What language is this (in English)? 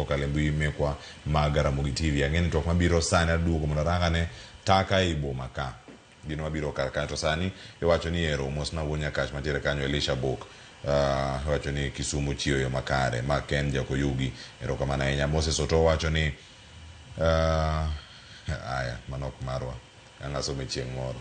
Luo (Kenya and Tanzania)